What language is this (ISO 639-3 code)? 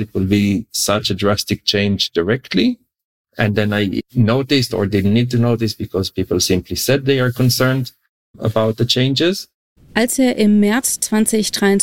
deu